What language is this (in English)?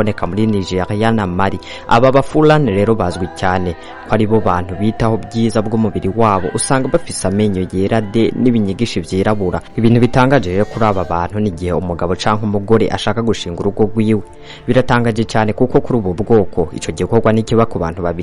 Rundi